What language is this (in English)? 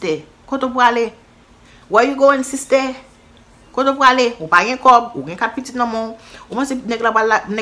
Haitian Creole